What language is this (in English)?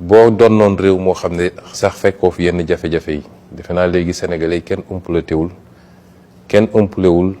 Wolof